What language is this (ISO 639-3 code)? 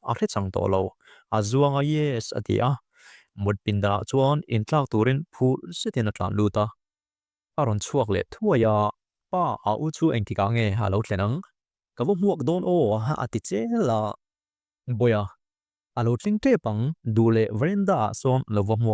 lus